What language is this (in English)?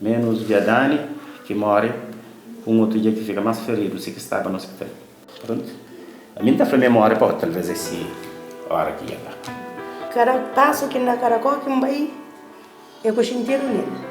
Kabuverdianu